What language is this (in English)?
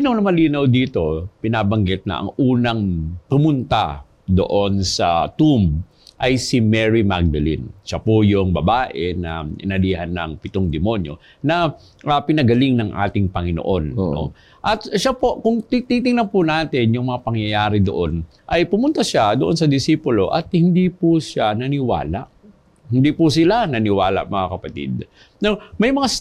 Filipino